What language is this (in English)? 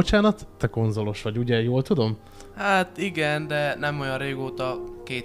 Hungarian